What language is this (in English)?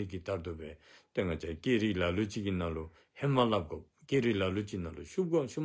Dzongkha